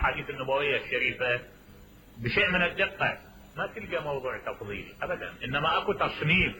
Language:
Mesopotamian Arabic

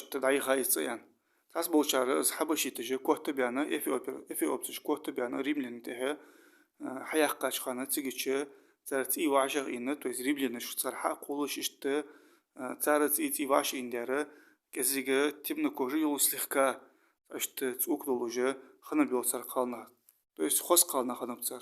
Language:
Ingush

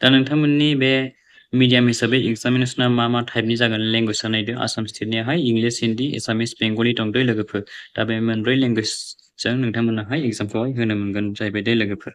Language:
Bodo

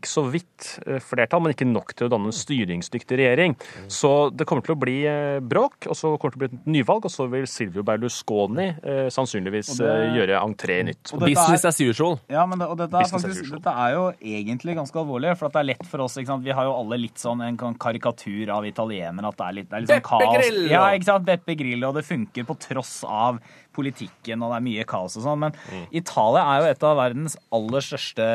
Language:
Norwegian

